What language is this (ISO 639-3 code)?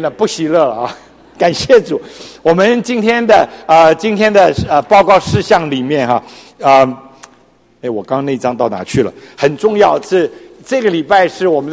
zho